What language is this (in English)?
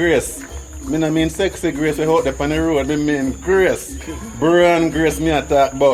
Jamaican Creole English